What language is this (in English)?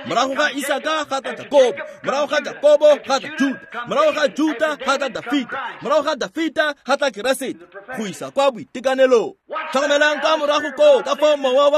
Tswana